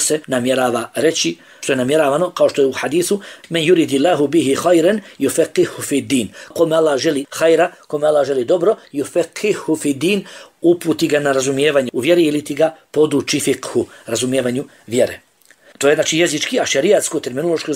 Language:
Bosnian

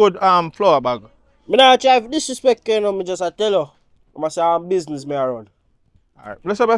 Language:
Jamaican Creole English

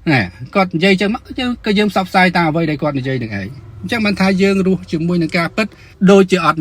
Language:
Khmer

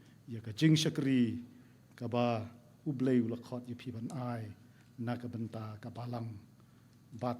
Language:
Khasi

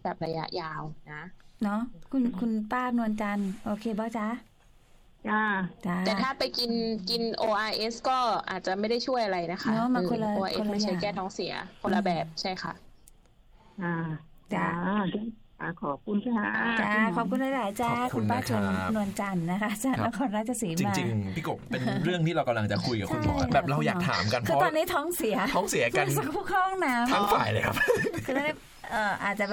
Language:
Thai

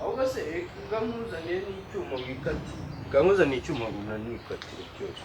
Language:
Kinyarwanda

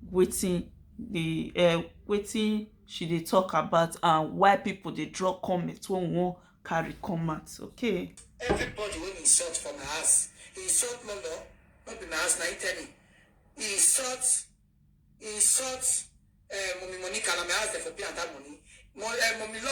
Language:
Nigerian Pidgin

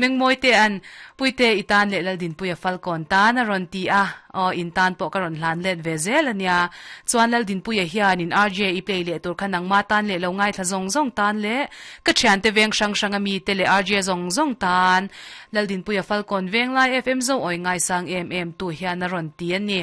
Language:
Mizo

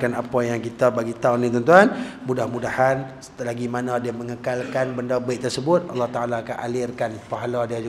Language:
Malay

